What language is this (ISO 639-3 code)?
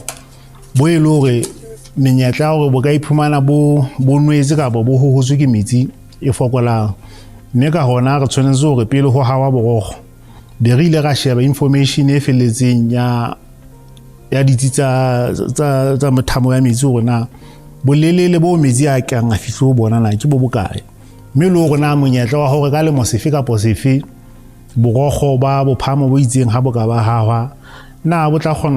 sot